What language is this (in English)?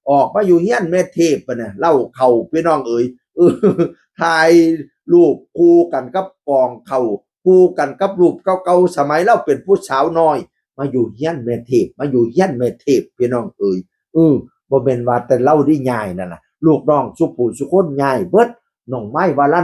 Northeastern Thai